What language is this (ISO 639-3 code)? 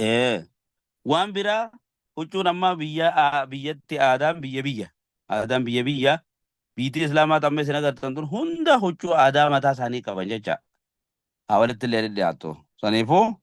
orm